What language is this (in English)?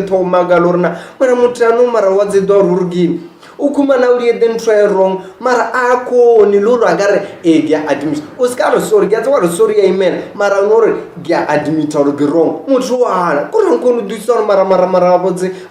Northern Sotho